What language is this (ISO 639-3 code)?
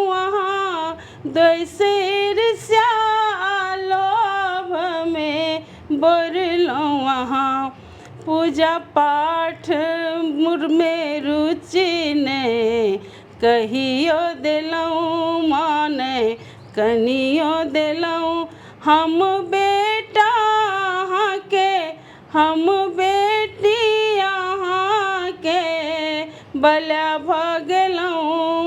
mai